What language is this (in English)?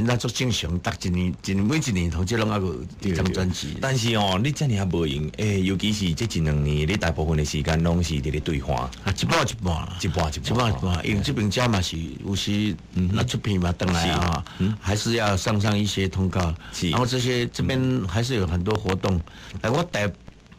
Min Nan Chinese